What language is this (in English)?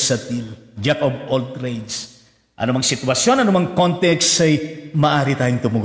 Filipino